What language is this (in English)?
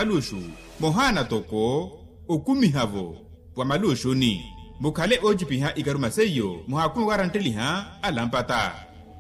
Makhuwa